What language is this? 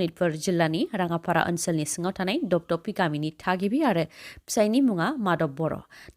Bodo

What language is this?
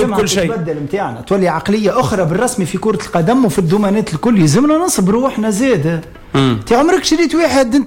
Tunisian Arabic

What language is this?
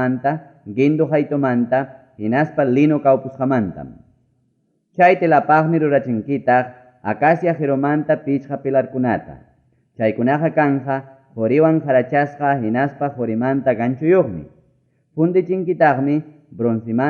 Ayacucho Quechua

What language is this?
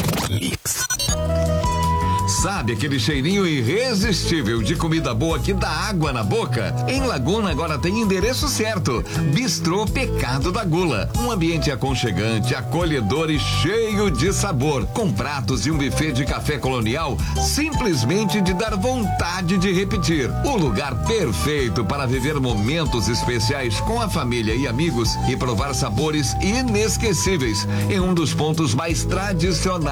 Portuguese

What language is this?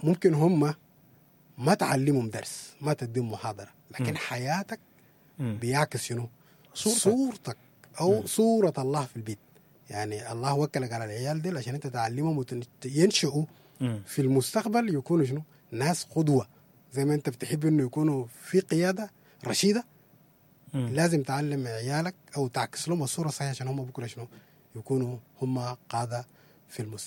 Sudanese Arabic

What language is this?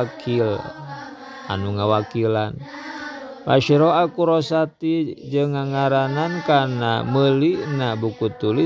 Sundanese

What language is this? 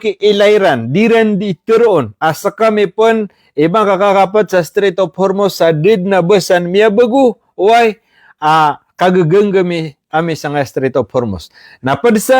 Maranao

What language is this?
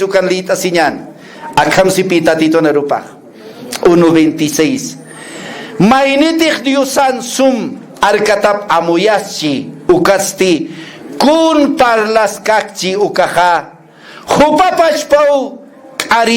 Aymara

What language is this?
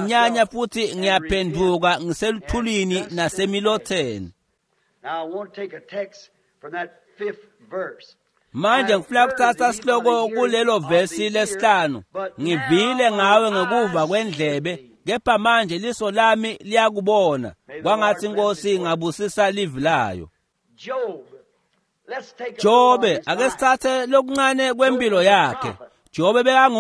Swati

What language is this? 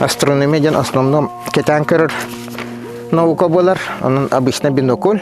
Yakut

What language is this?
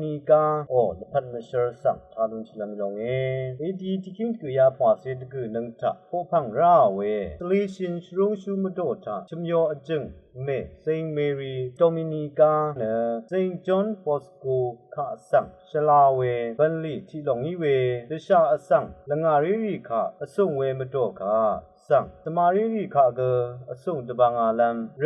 Rawang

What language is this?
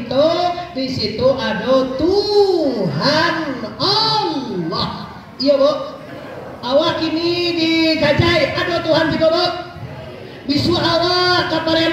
Minangkabau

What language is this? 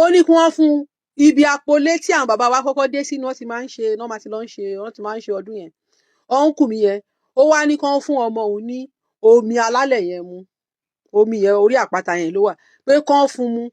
Yoruba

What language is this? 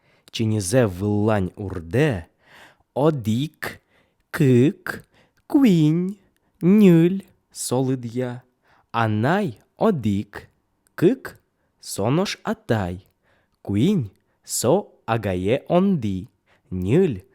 Udmurt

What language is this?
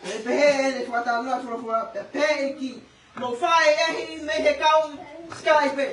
Tongan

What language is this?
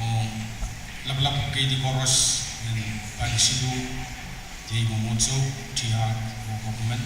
Pohnpeian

